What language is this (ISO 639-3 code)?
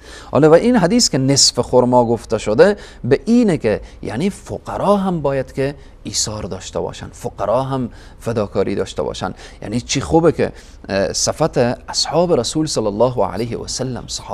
fas